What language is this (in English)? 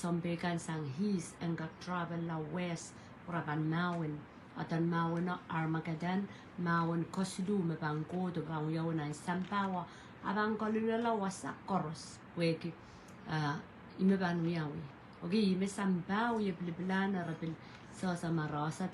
Pohnpeian